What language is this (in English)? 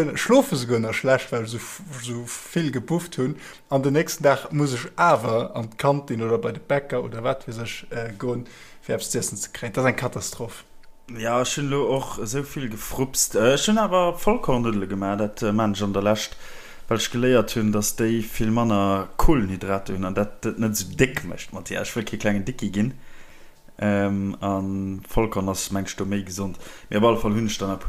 Luxembourgish